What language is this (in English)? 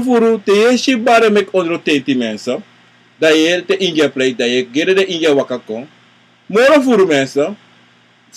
Sranan Tongo